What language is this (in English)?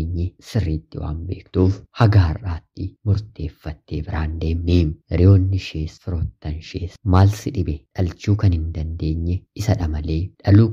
Oromo